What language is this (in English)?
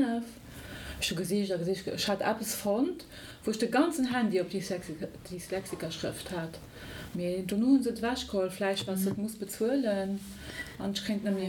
Luxembourgish